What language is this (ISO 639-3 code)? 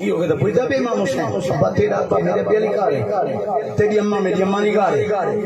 skr